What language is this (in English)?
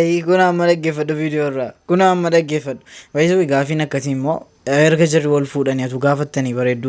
Oromo